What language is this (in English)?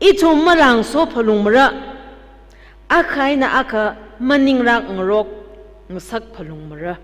Tangkhul Naga (India)